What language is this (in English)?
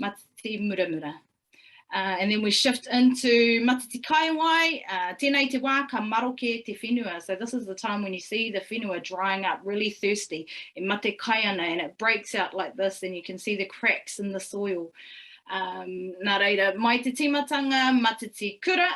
Māori